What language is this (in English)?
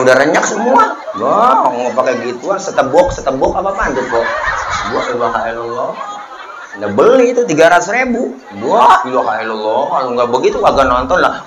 Betawi